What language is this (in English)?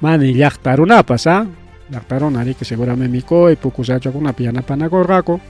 Ayacucho Quechua